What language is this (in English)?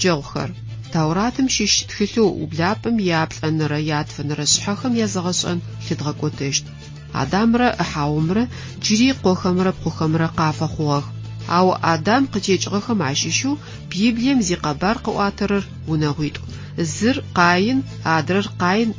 Adyghe